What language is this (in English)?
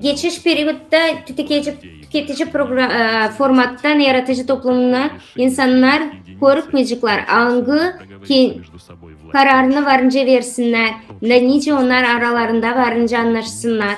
Gagauz